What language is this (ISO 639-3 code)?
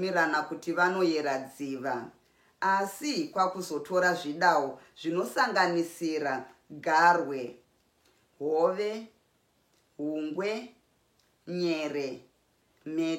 sna